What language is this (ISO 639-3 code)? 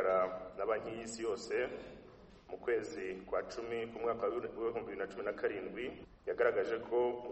kin